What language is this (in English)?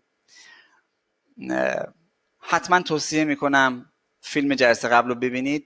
Persian